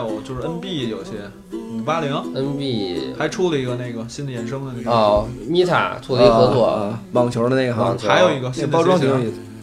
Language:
Chinese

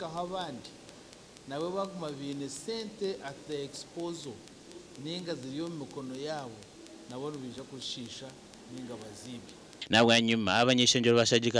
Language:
Nyankole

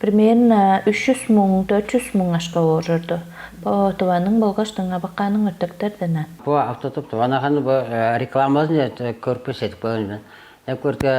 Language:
Tuvinian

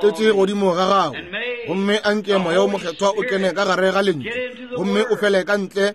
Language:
Northern Sotho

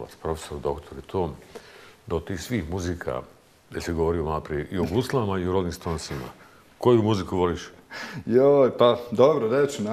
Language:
Bosnian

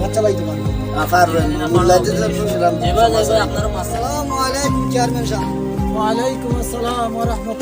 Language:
Sylheti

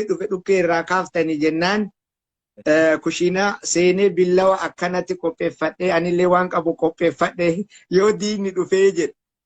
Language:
Oromo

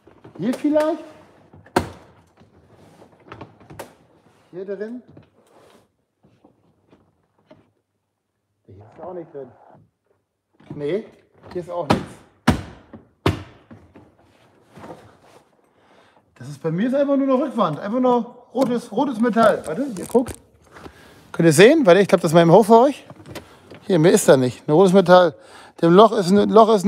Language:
German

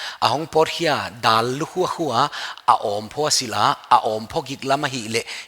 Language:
Paite Chin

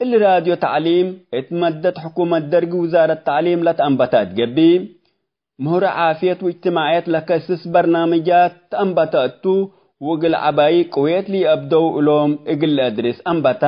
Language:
Tigre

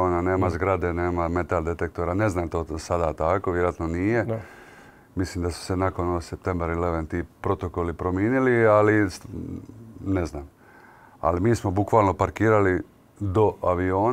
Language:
Croatian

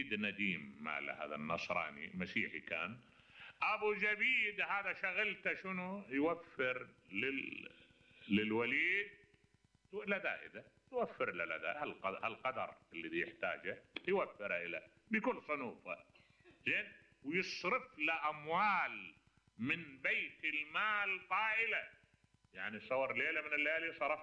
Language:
Mesopotamian Arabic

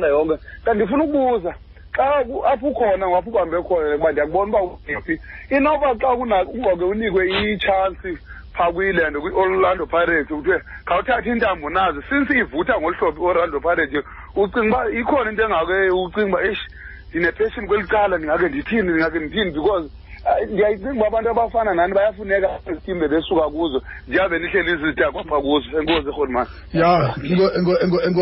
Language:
Xhosa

